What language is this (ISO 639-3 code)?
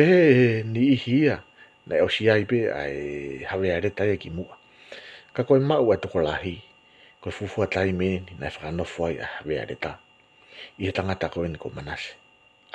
ton